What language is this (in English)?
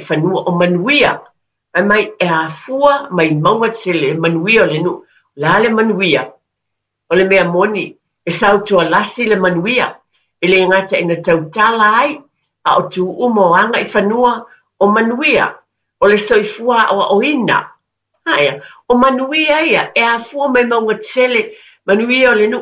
Samoan